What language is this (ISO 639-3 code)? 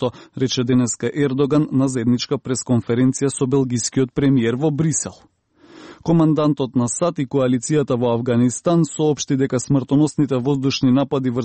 mkd